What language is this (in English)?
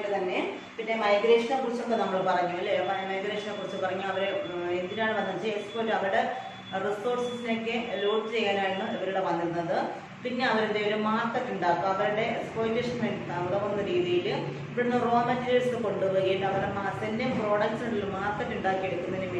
Malayalam